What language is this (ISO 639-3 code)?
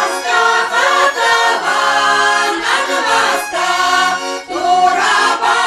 chv